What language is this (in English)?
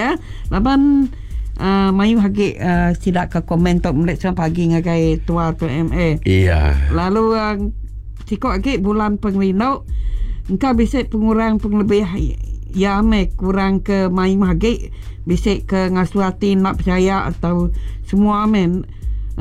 Iban